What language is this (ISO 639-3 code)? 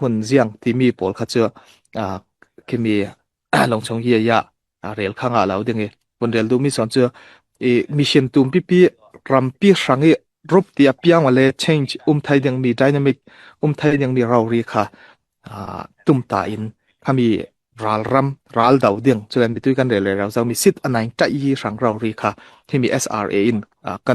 cfm